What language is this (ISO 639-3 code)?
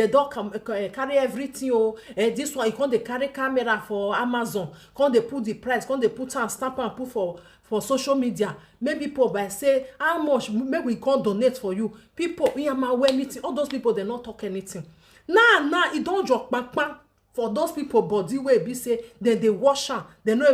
pcm